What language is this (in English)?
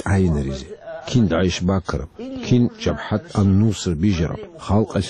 Avaric